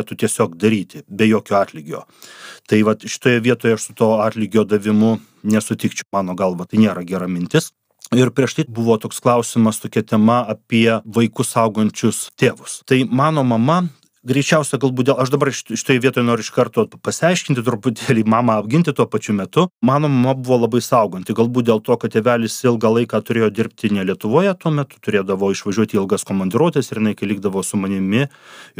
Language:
Lithuanian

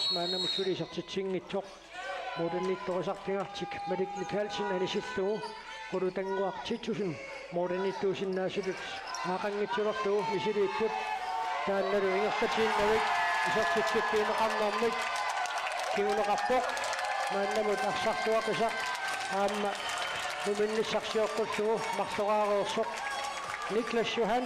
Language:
Kalaallisut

